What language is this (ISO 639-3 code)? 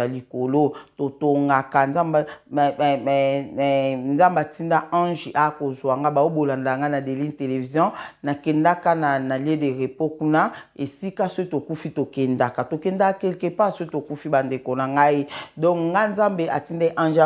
lin